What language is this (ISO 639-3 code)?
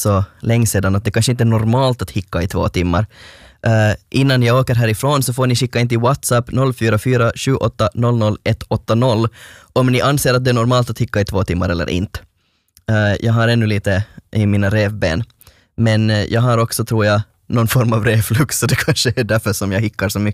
swe